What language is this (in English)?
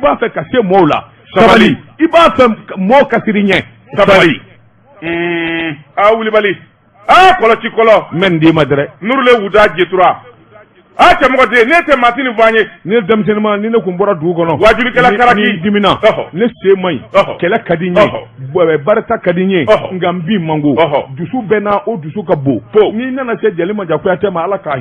Bambara